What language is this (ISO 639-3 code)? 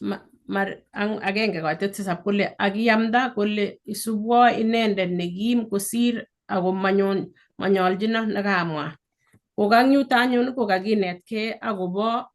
kln